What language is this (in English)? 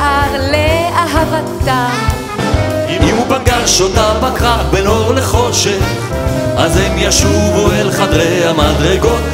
Hebrew